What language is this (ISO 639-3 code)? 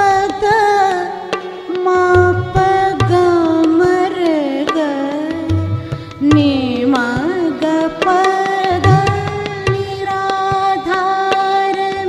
mar